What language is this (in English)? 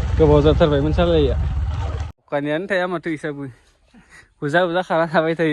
Bodo